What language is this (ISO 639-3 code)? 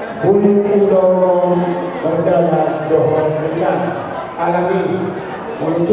bbc